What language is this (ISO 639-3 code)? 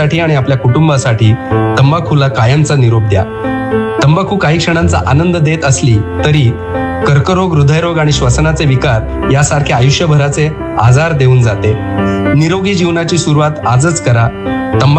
mar